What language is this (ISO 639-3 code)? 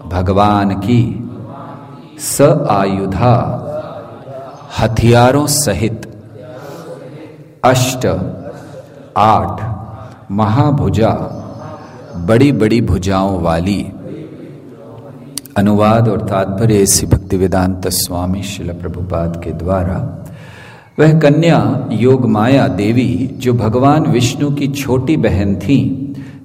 hin